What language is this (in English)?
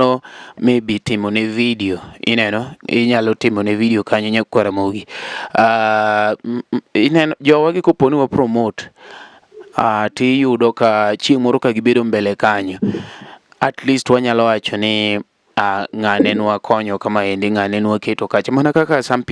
Luo (Kenya and Tanzania)